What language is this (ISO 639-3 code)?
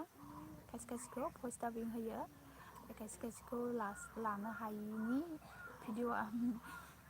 brx